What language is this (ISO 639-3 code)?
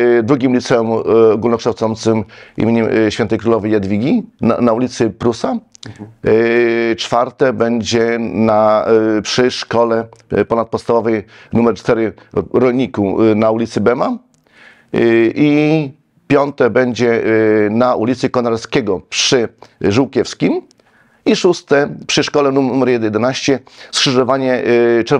pol